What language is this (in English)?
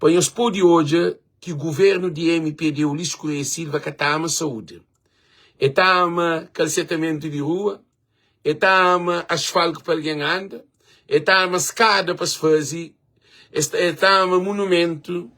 Kabuverdianu